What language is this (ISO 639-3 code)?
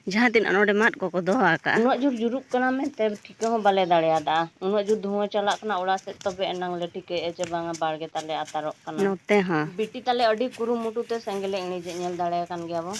sat